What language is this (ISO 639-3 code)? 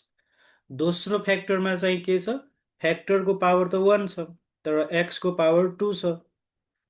nep